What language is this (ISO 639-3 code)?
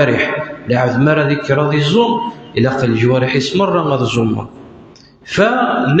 kab